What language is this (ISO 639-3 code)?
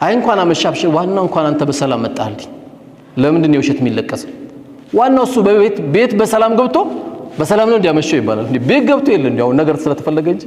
amh